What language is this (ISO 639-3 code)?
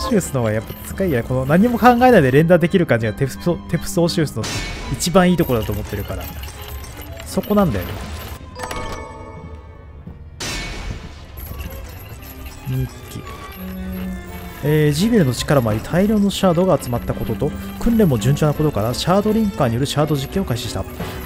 jpn